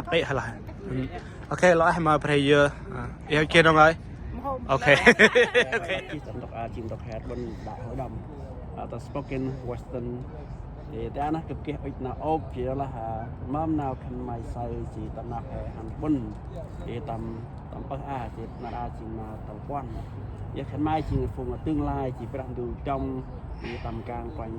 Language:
Central Mnong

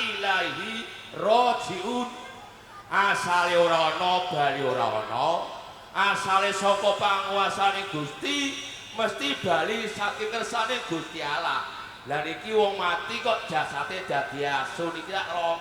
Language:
Javanese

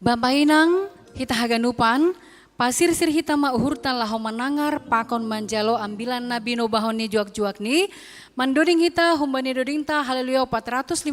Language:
Batak Simalungun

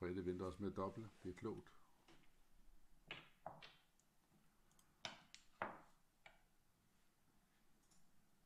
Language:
Danish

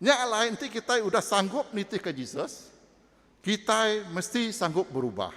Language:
Iban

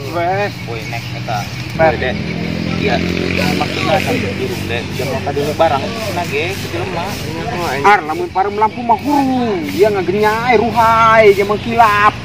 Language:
Sundanese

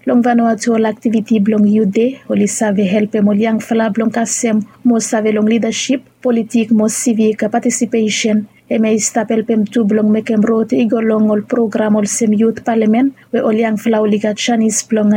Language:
Bislama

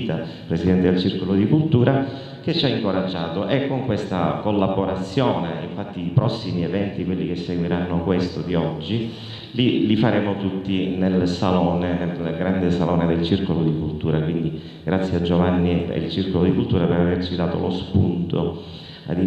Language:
Italian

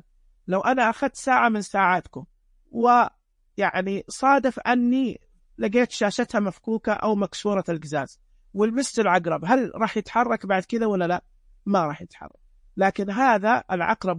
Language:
Najdi Arabic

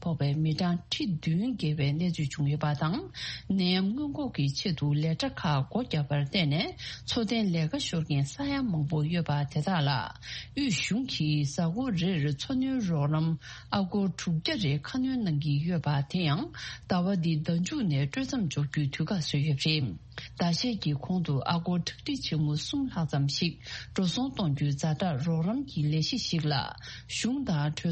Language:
Tibetan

